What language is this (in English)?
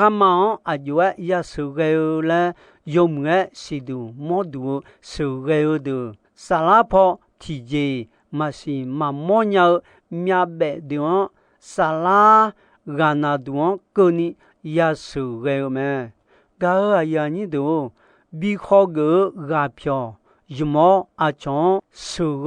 Akha